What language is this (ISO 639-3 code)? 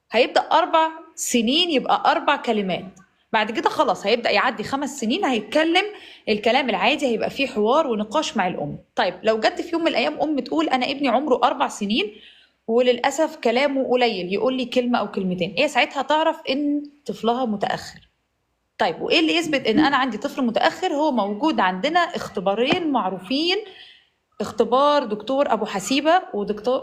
arz